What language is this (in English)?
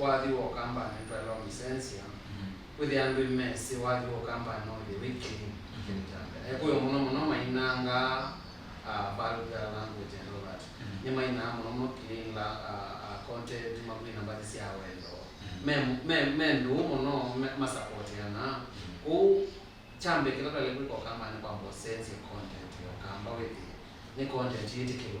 Kamba